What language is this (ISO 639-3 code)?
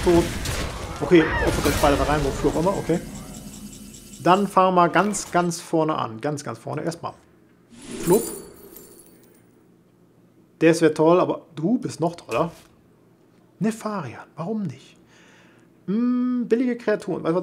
deu